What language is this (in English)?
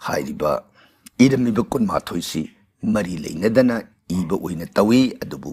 Manipuri